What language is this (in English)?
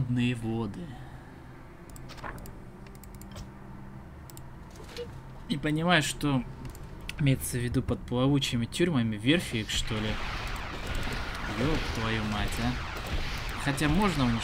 Russian